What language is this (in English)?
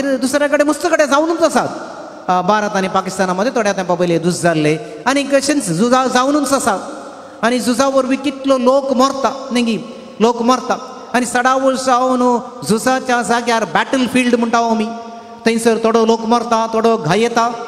Konkani